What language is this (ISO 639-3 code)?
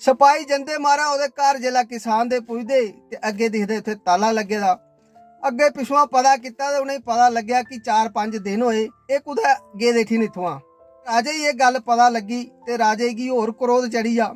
doi